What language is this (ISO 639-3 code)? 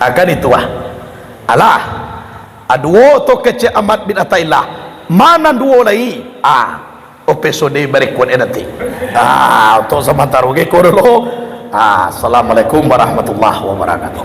min